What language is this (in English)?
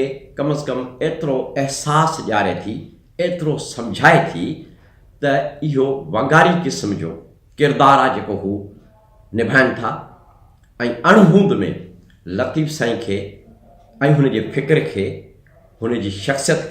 Sindhi